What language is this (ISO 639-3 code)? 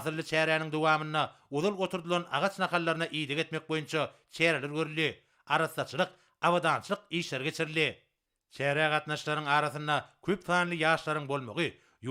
tuk